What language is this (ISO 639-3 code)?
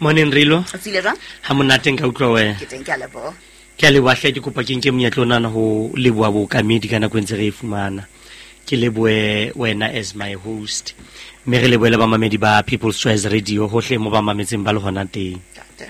sot